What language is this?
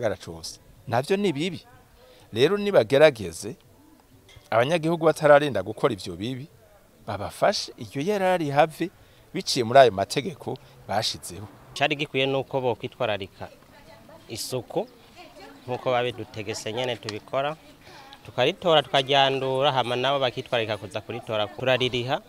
Rundi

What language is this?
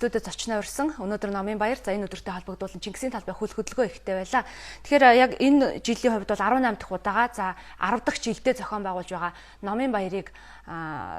Mongolian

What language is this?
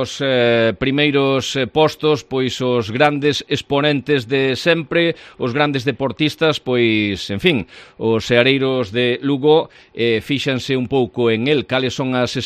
Galician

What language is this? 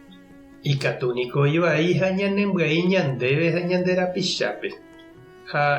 Guarani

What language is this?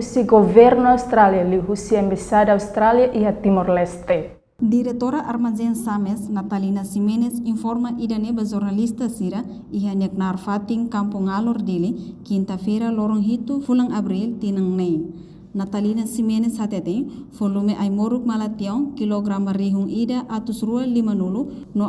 Tetum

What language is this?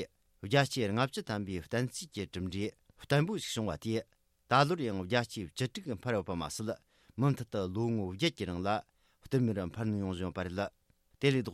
Tibetan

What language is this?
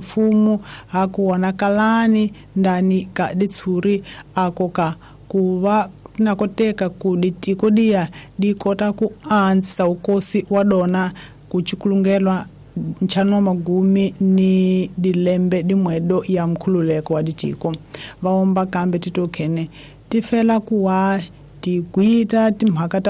Tsonga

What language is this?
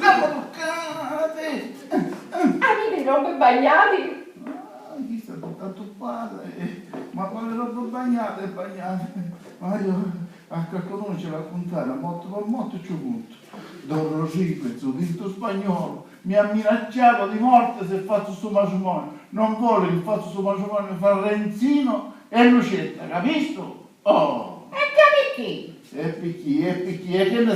Sicilian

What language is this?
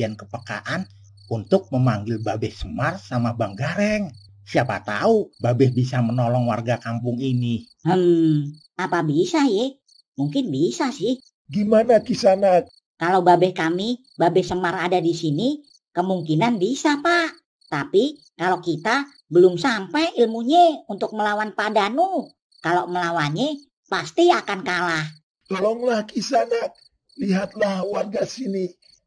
Betawi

